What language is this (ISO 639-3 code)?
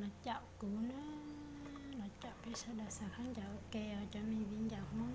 hmn